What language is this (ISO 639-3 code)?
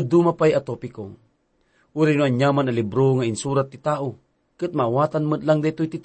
ilo